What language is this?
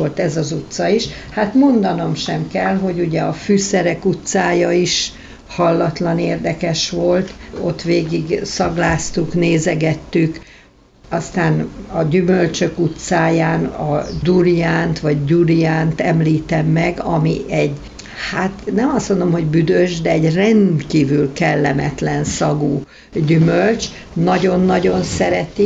Hungarian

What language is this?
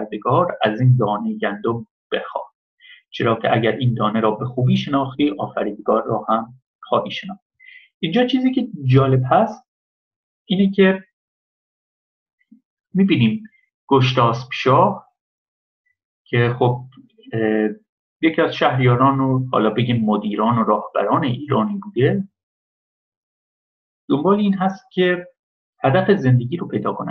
Persian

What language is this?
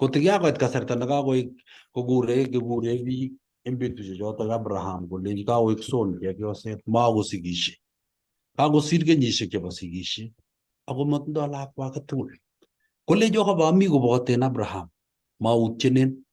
Kalenjin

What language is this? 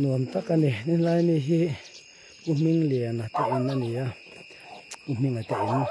Mizo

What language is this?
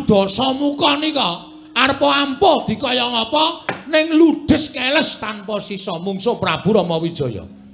Javanese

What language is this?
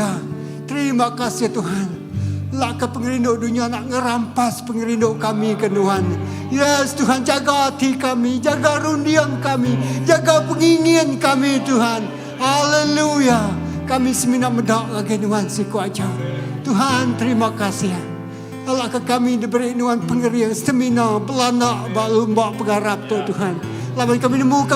Iban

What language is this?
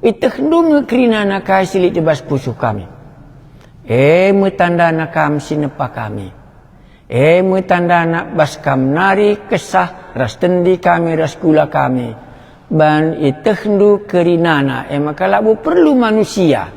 Batak Karo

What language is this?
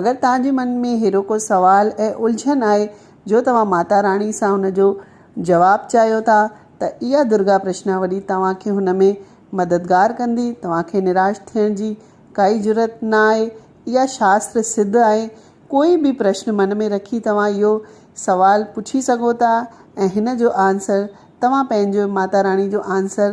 Sindhi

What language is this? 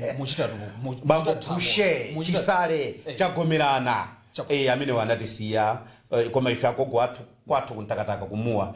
Nyanja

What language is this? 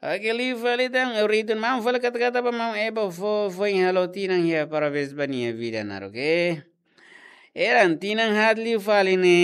Tetum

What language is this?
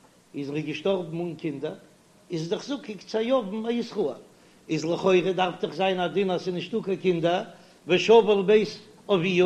Yiddish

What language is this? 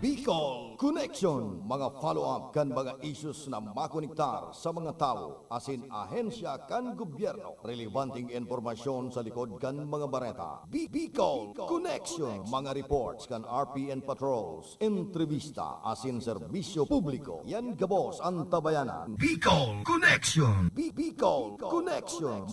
Bikol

